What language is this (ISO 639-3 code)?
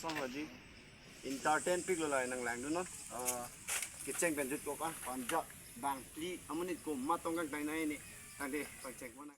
mjw